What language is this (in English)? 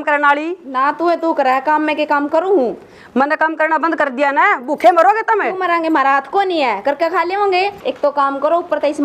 Haryanvi